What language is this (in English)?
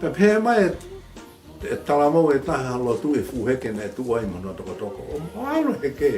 Tongan